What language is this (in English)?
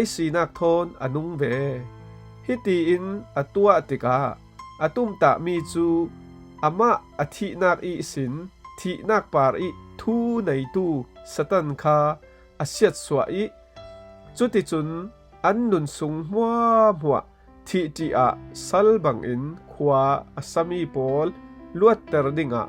Falam Chin